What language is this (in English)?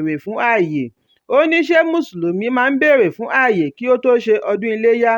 Yoruba